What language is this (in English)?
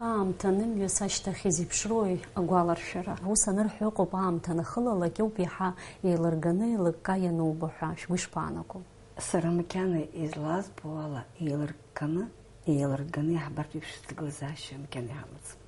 Abkhazian